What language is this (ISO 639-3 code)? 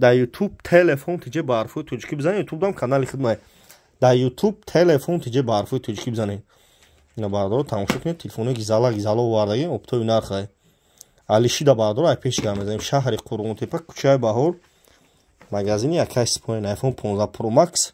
tgk